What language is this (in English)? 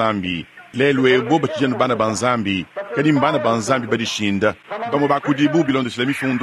Luba-Lulua